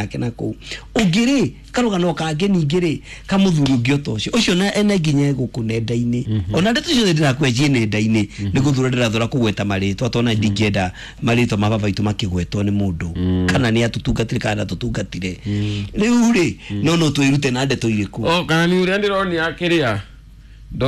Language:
Kikuyu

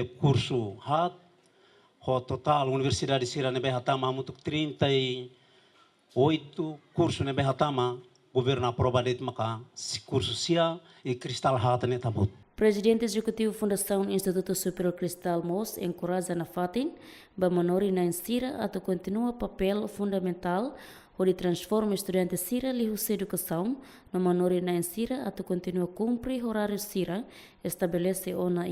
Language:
Tetum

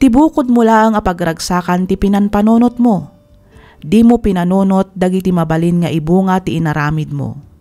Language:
Iloko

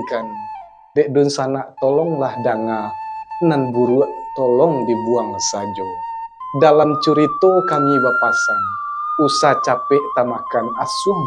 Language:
Minangkabau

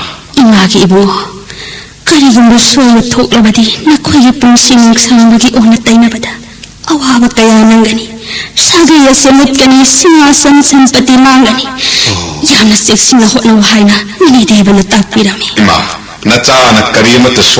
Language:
Manipuri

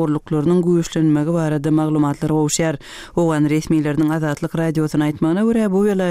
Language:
Turkmen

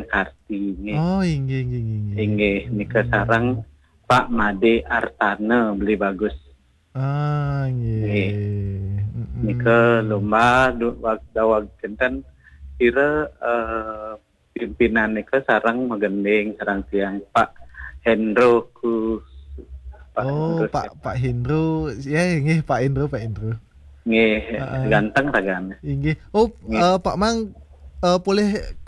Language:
Balinese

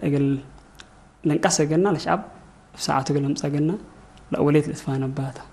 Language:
Tigre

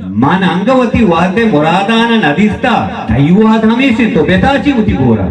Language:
Eastern Balochi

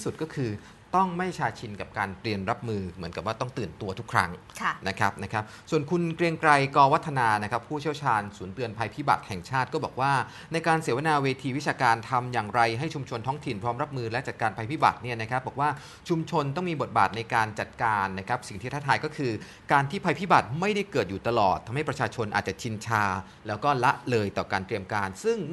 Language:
Thai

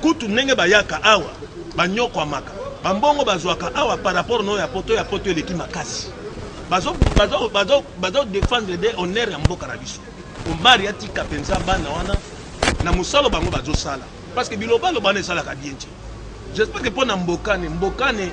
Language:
Lingala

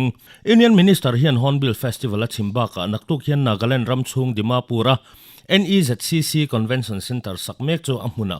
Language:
Mizo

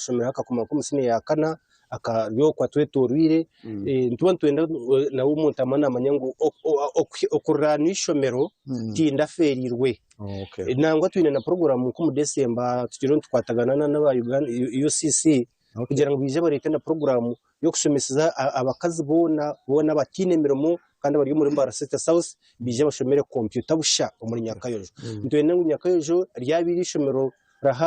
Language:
Nyankole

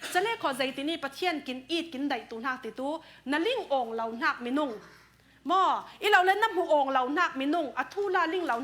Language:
Falam Chin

